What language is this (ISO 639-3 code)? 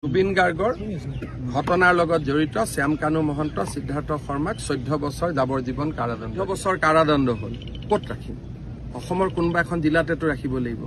asm